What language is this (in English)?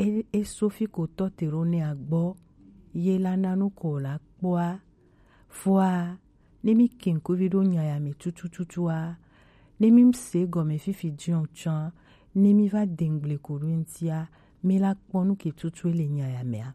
Gen